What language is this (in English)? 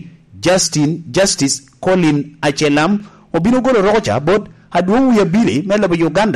Lango (Uganda)